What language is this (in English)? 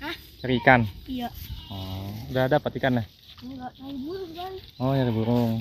Betawi